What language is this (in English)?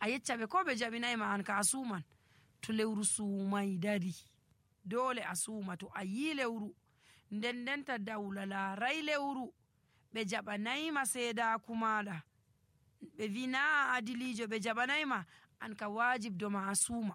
Nigerian Fulfulde